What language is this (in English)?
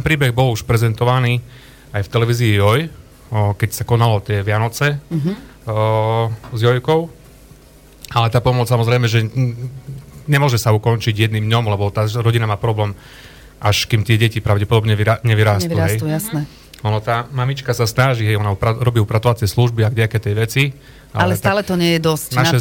Slovak